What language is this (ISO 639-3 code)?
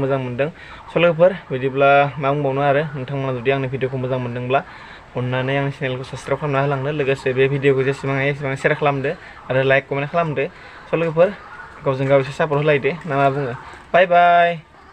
brx